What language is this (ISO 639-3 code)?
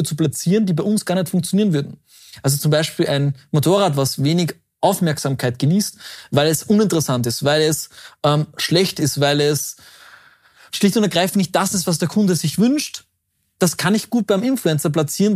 deu